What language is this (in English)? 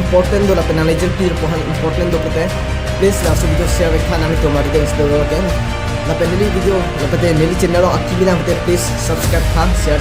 Karbi